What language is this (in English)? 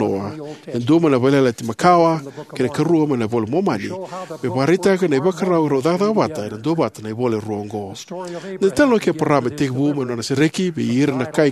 Fijian